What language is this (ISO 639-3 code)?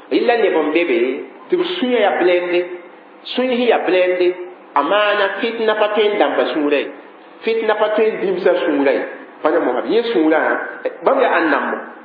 mos